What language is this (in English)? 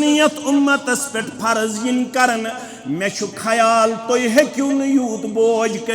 Kashmiri